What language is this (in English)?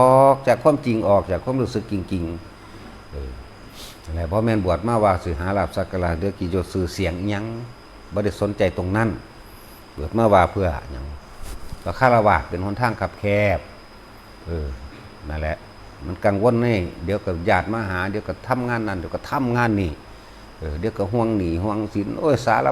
Northeastern Thai